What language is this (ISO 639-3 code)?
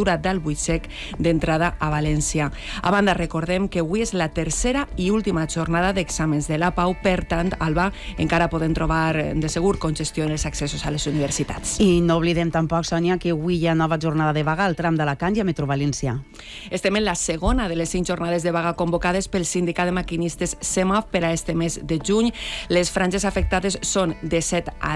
cat